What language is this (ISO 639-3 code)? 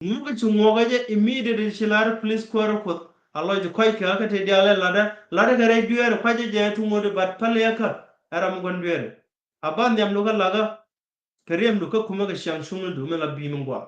nus